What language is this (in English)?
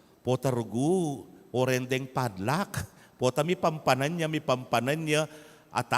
Pampanga